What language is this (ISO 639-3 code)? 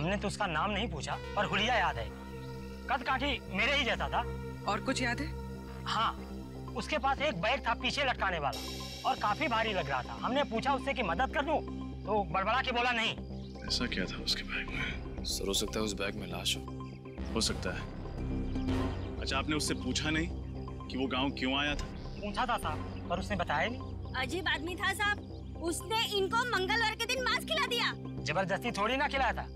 hin